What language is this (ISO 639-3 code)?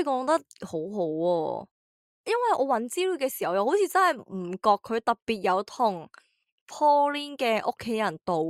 yue